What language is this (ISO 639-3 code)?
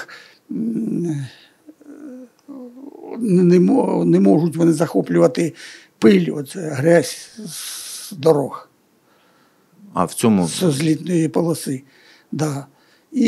ukr